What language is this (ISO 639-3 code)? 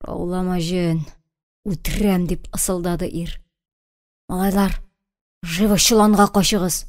tat